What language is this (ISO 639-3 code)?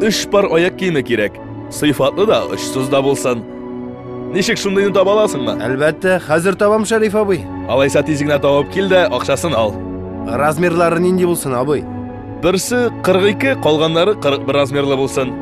tat